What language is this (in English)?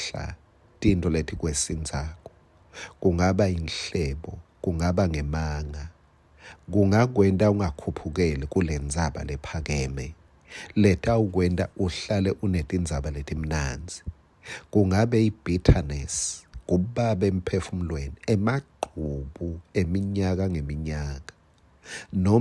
Swati